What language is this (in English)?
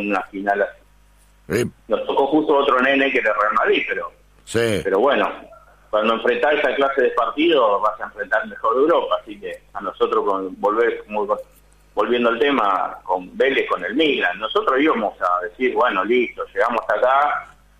Spanish